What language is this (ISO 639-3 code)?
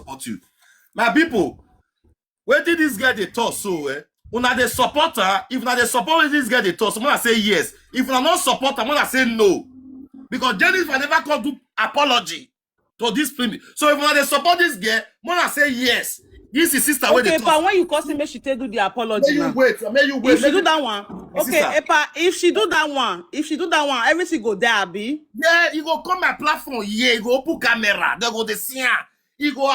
pcm